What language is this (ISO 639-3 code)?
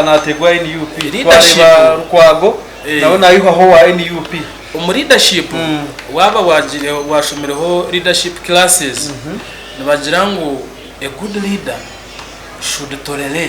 nyn